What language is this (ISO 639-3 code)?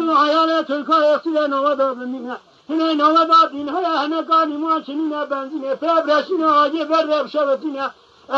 kur